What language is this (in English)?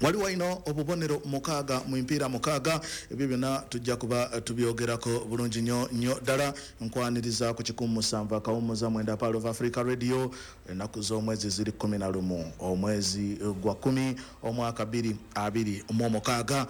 Ganda